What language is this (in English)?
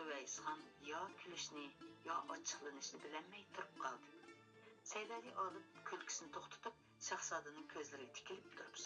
Uyghur